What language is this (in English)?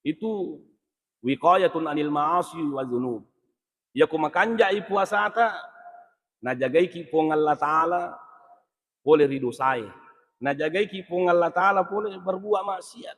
Buginese